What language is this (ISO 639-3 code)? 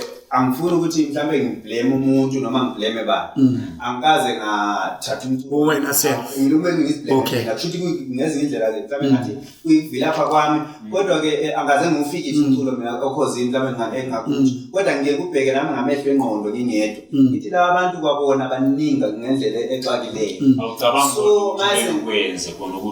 zul